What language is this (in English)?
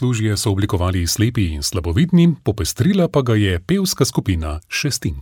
Slovenian